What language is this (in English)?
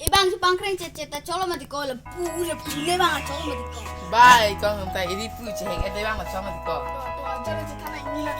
Karbi